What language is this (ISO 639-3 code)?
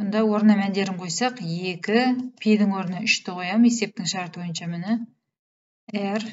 kaz